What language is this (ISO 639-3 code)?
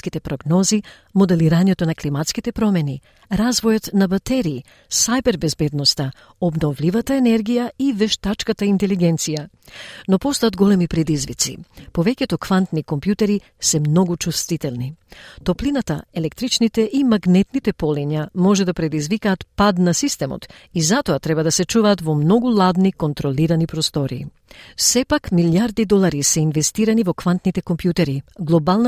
mkd